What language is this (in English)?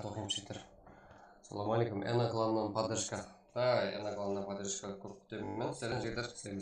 Kara-Kalpak